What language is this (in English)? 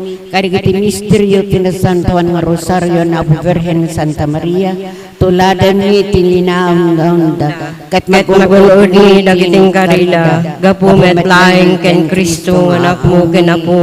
Iloko